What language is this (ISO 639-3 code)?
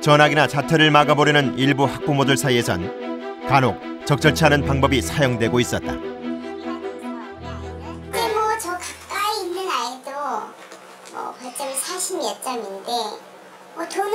kor